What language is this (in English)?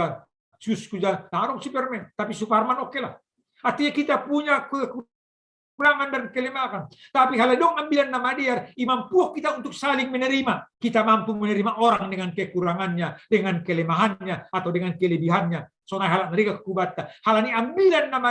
Batak Simalungun